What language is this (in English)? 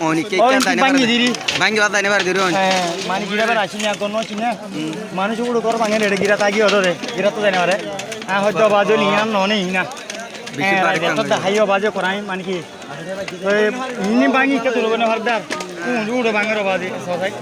Rohingya